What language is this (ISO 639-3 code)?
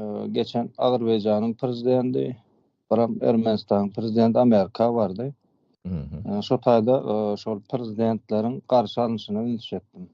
tuk